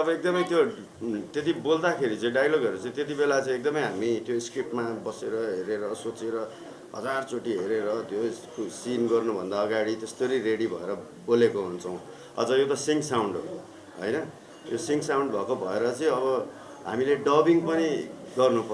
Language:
Nepali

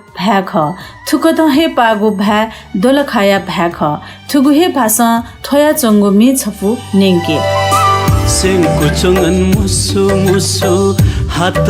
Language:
Newari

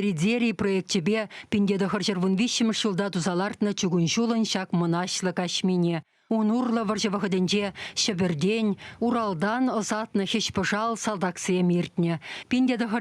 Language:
Chuvash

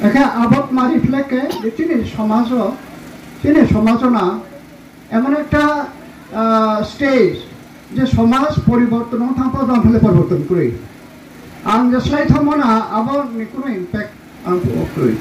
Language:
Riang (India)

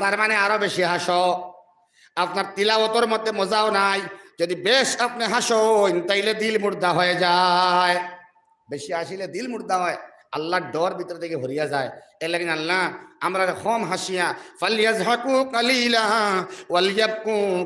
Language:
Sylheti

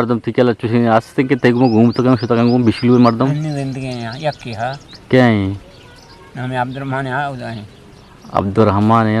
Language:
Eastern Balochi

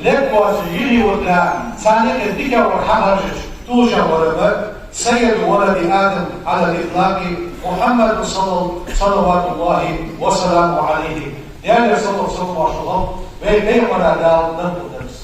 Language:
Ingush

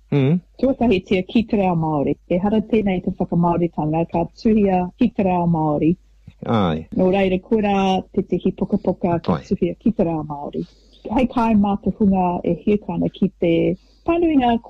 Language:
Māori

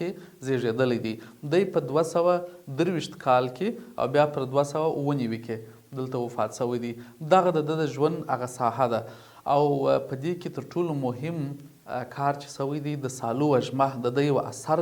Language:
Pashto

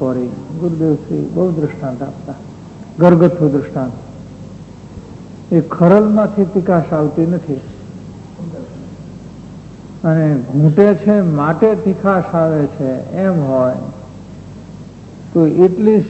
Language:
Gujarati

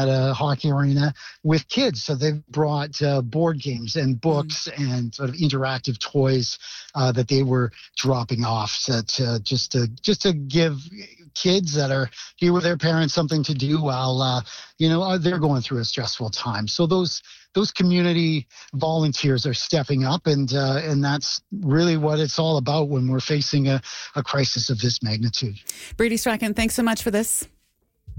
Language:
English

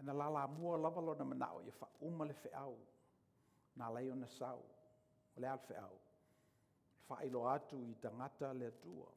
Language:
Samoan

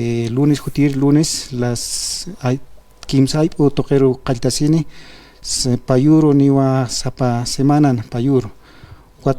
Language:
Aymara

